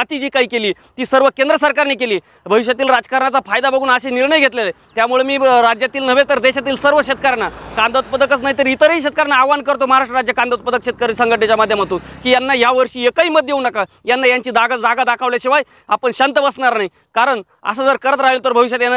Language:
Marathi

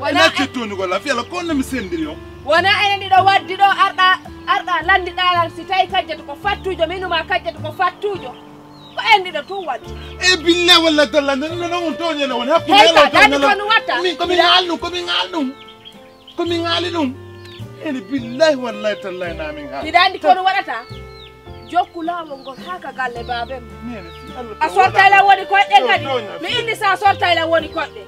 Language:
Pular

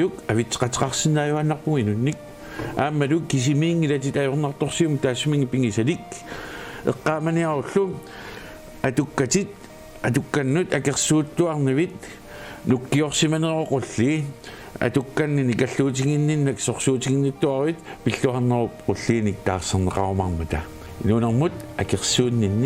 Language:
Kalaallisut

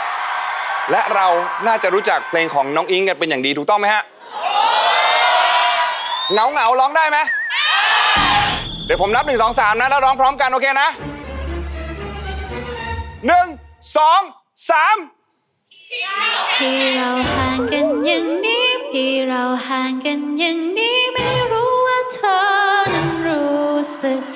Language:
Thai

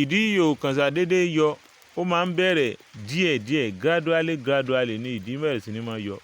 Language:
Yoruba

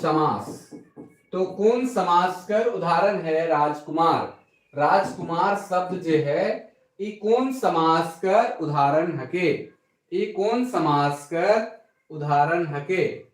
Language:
Sadri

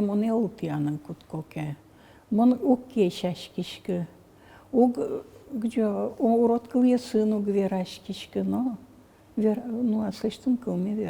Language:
Udmurt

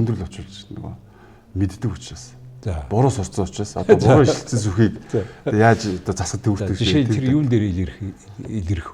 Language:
Mongolian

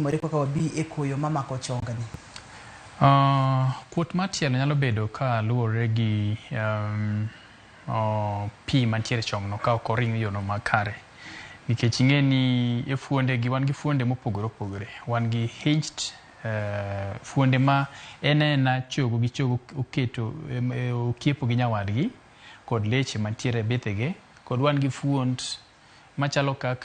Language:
Luo (Kenya and Tanzania)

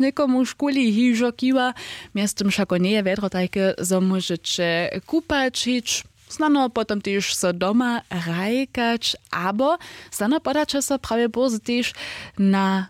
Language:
Upper Sorbian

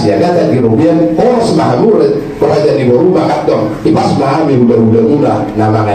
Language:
Batak Toba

